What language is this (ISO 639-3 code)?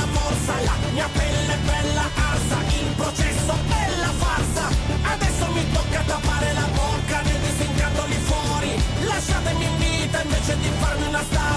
ita